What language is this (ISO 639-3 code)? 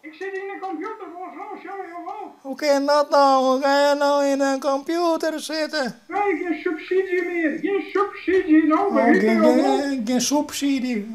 fry